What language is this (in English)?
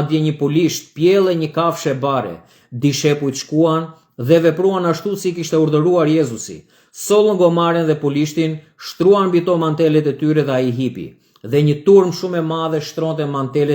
Albanian